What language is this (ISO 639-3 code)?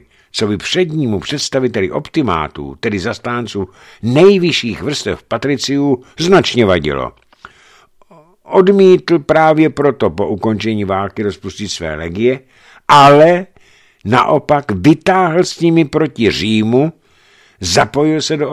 ces